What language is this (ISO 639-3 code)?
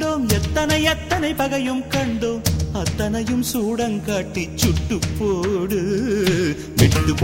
tam